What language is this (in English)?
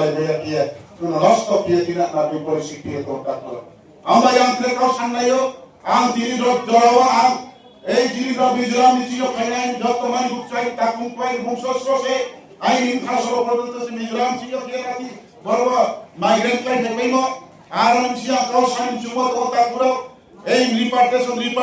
Riang (India)